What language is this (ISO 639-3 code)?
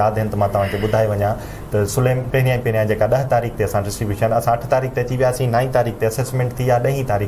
snd